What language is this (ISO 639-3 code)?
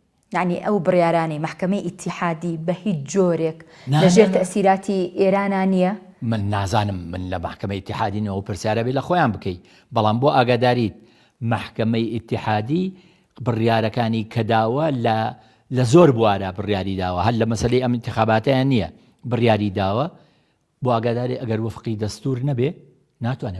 ckb